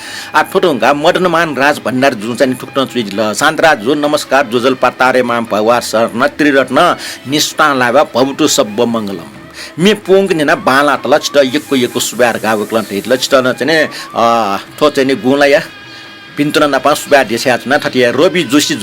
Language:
Newari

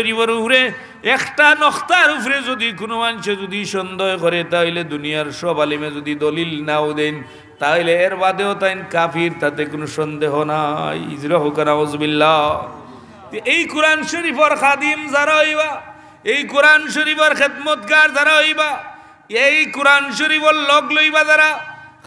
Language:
Sylheti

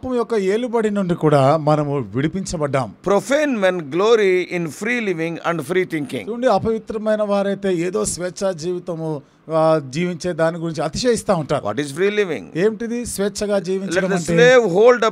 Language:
Telugu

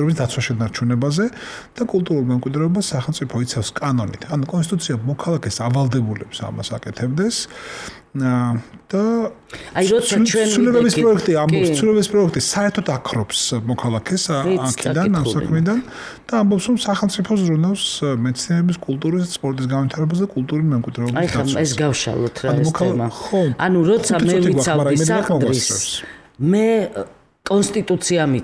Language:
Georgian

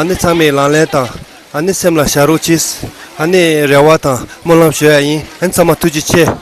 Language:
Tibetan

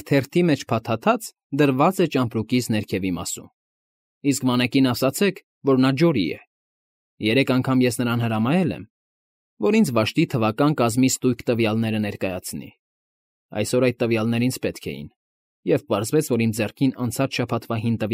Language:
Armenian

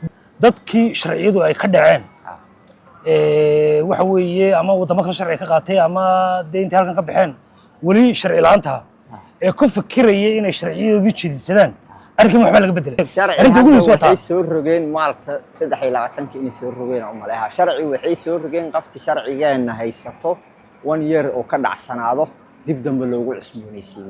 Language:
Somali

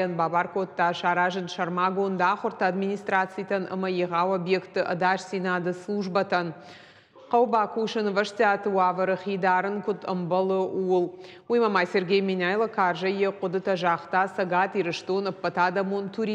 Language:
Ossetic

